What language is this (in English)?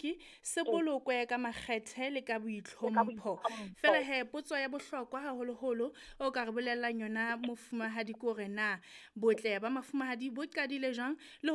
Southern Sotho